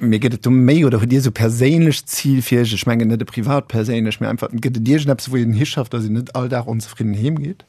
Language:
Luxembourgish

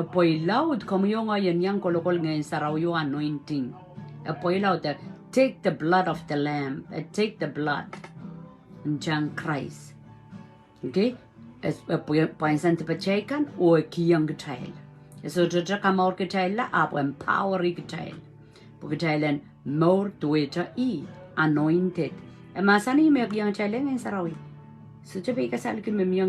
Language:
Pohnpeian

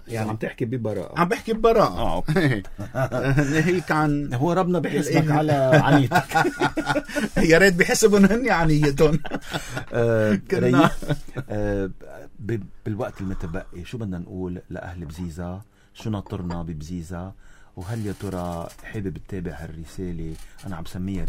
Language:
North Levantine Arabic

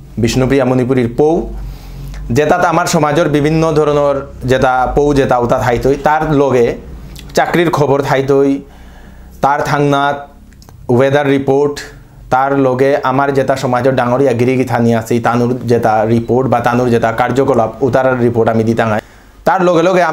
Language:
Bishnupriya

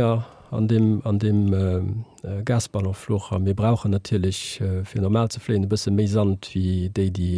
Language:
Luxembourgish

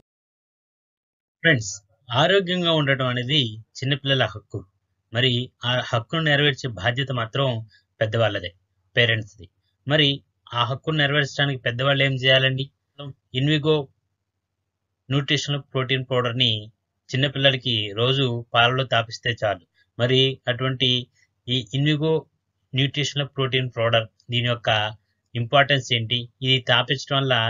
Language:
Telugu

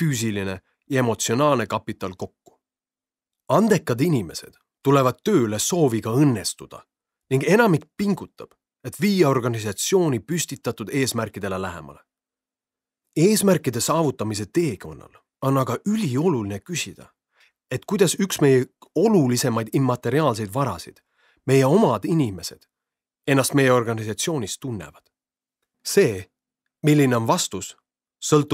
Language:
Estonian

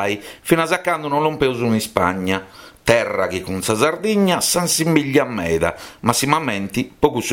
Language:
Sardinian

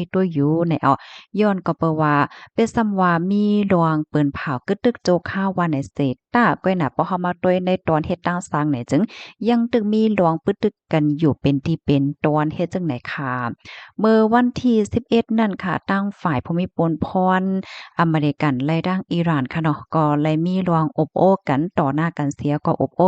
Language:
Shan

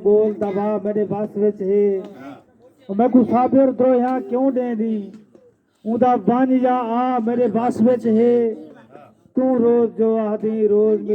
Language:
Saraiki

